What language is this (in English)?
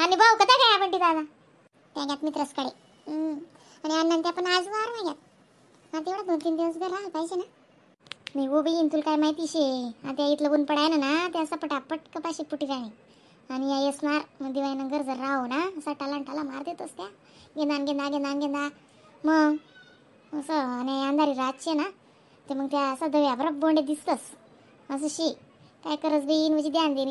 Khandesi